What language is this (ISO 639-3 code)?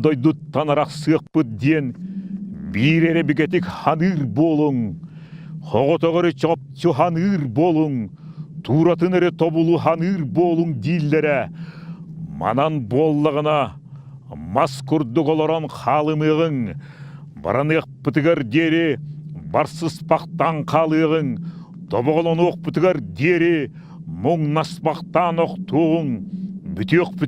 sah